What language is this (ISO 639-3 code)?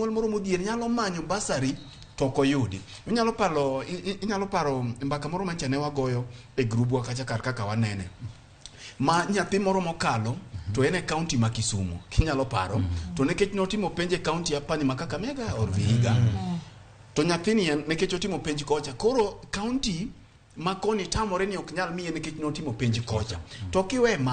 luo